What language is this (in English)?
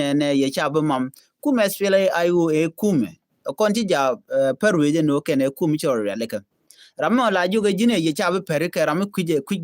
Nuer